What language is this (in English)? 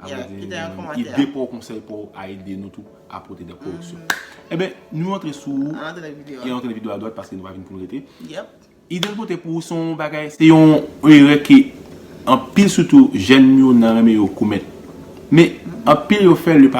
Haitian Creole